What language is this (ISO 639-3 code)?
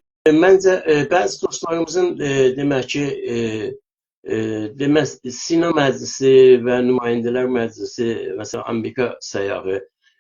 azb